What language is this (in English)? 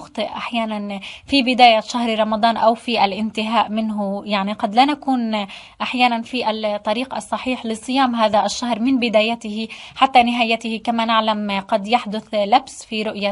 Arabic